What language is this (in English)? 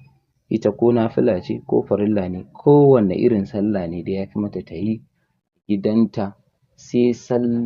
Hausa